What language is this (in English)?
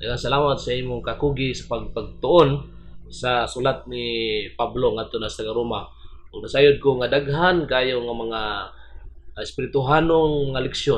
Cebuano